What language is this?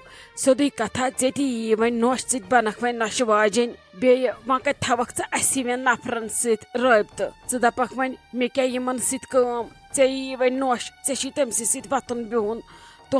Kashmiri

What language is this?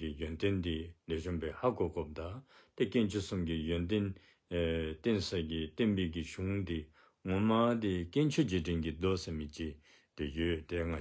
Dzongkha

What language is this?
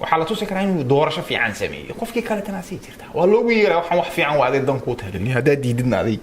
Somali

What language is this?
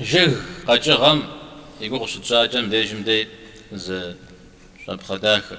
Kabardian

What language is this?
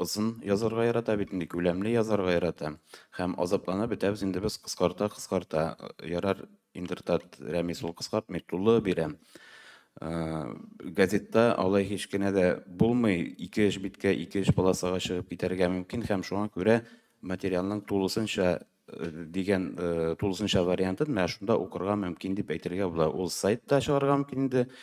Tatar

